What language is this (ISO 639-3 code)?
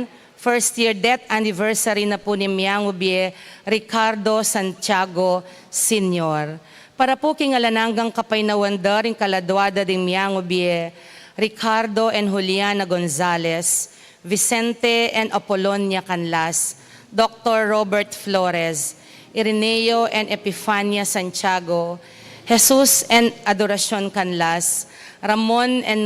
pam